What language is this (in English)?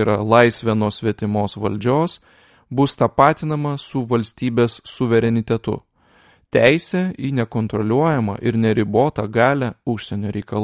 Lithuanian